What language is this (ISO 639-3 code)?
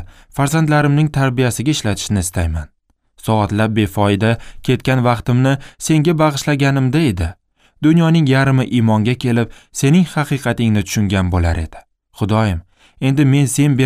uzb